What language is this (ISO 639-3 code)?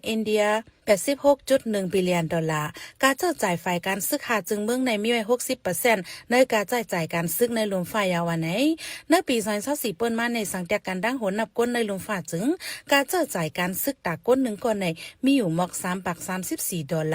shn